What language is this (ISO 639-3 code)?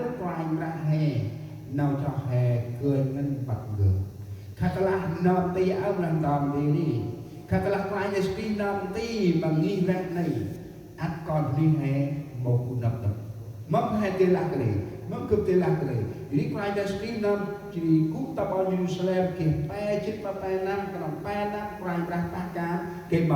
cmo